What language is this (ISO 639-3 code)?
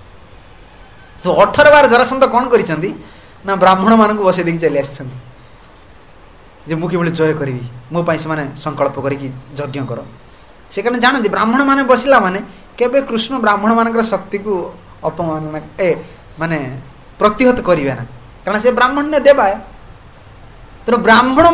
ori